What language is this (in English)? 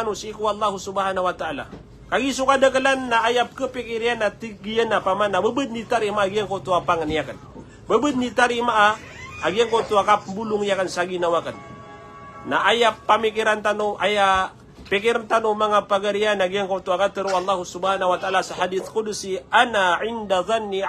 Maranao